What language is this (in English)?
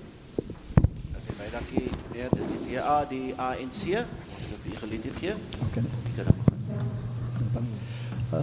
Afrikaans